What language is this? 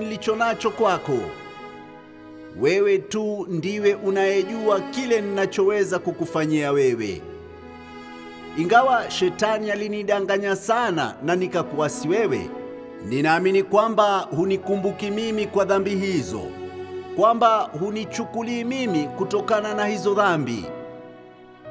Swahili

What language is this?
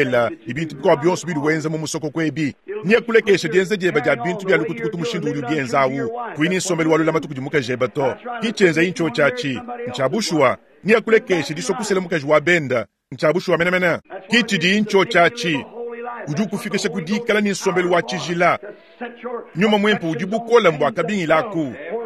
Luba-Lulua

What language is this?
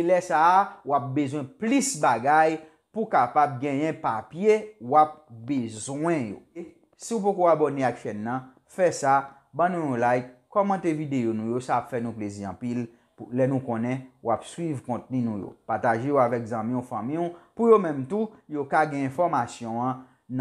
Haitian Creole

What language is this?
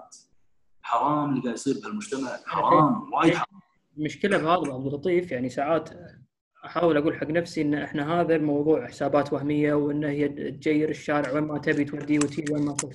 Gulf Arabic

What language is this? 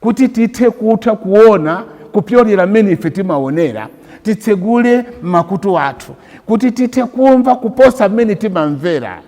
Nyanja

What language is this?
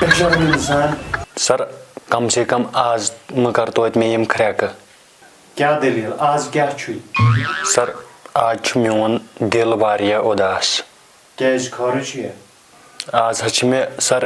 Kashmiri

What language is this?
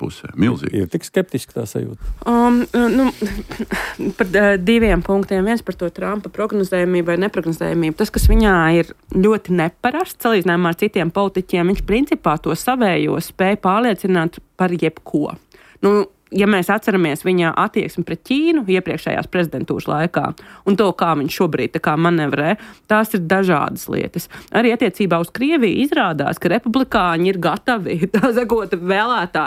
Latvian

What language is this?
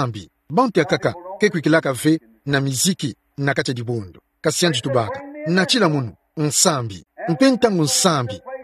Kituba (Democratic Republic of Congo)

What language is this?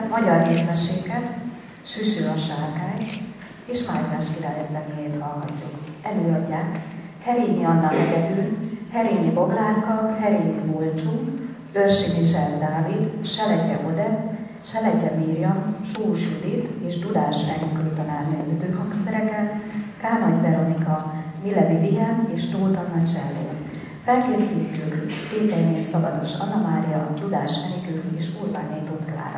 Hungarian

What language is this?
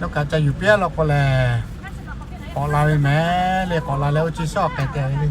Lahu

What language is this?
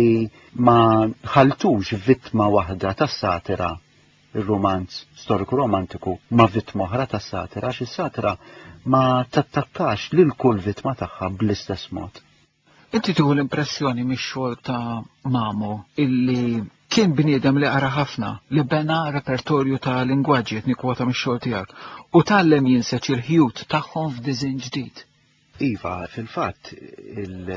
Maltese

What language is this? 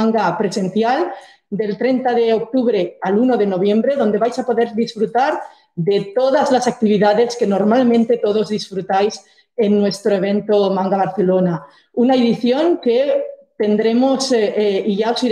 Spanish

